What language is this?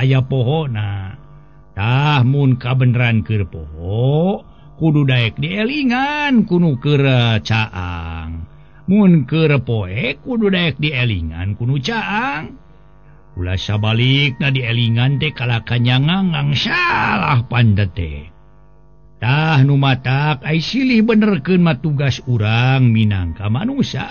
Sundanese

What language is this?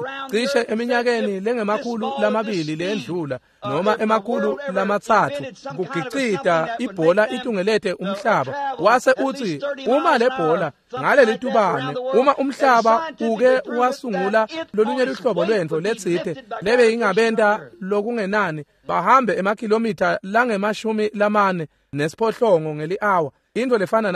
Swati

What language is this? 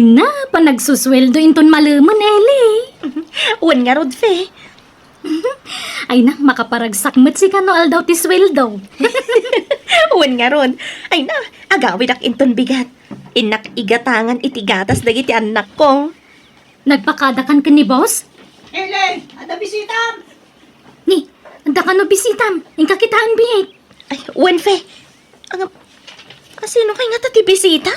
Iloko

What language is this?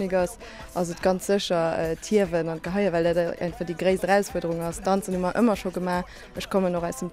Luxembourgish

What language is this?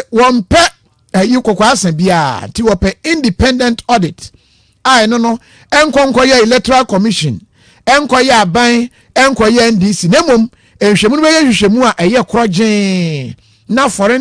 Akan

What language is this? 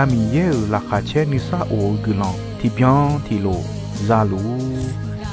Akha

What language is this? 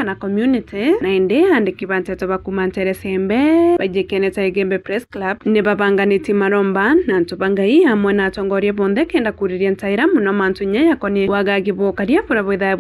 Meru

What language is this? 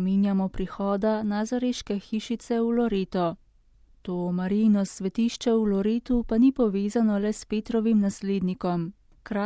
Slovenian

